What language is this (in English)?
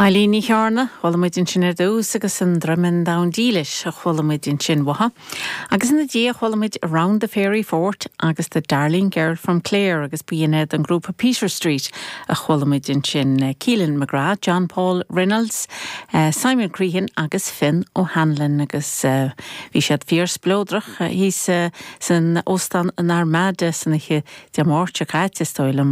Irish